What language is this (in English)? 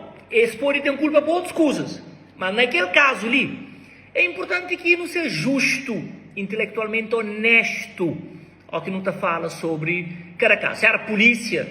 Kabuverdianu